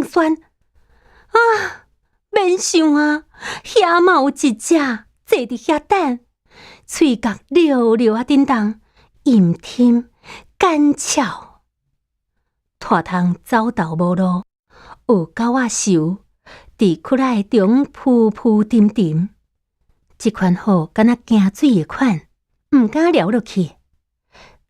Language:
Min Nan Chinese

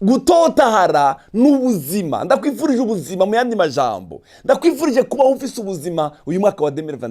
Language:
Rundi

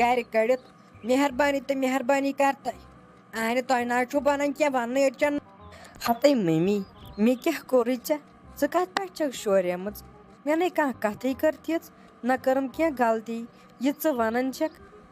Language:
Kashmiri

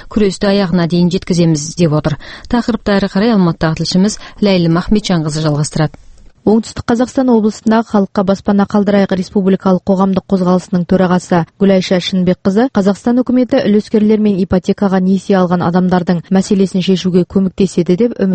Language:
Kazakh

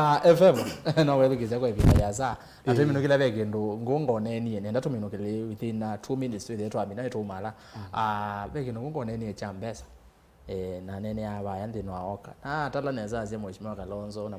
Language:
Kamba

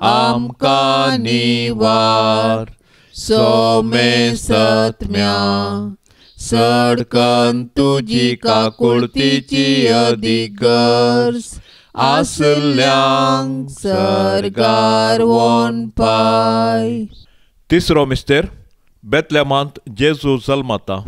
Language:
Konkani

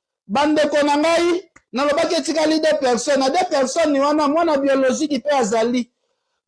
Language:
Lingala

